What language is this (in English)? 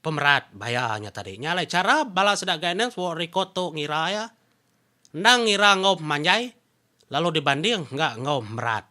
Iban